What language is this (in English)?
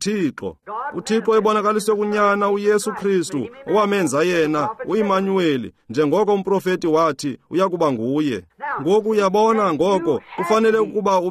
Xhosa